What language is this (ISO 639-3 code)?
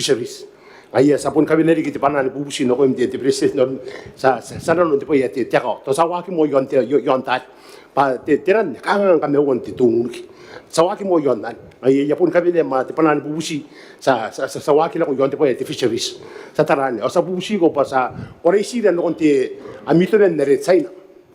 gil